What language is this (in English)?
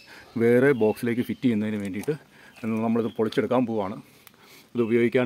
Malayalam